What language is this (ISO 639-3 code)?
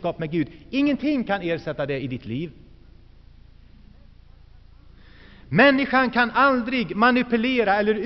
swe